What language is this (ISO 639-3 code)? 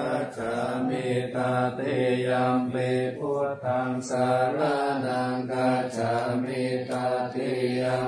pli